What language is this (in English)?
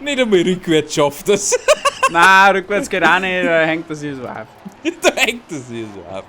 Bavarian